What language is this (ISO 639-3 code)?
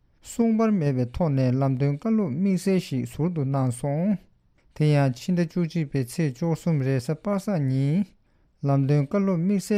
bod